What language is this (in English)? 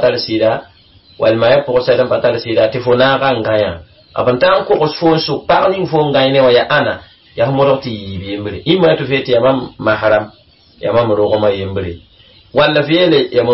Mossi